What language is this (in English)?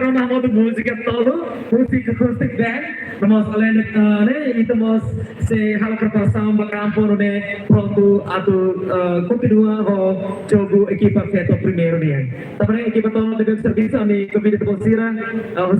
Tetum